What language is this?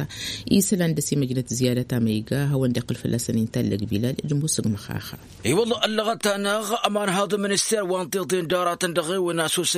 Tamasheq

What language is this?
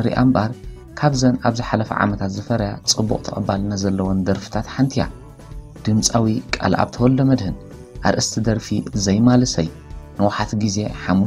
Tigrinya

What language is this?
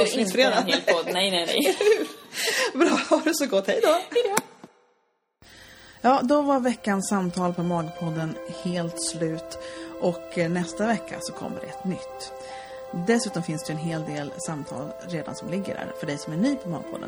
Swedish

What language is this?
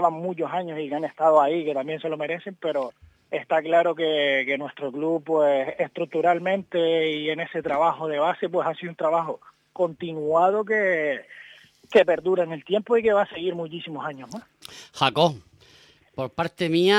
Spanish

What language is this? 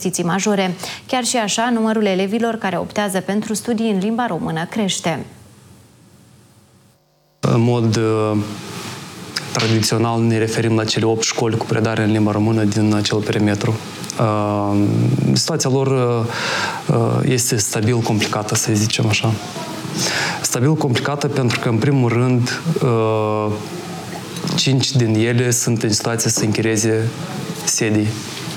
Romanian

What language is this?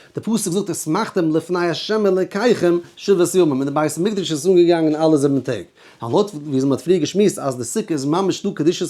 Yiddish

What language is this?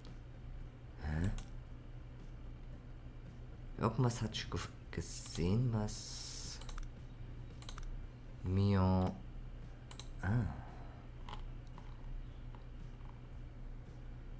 German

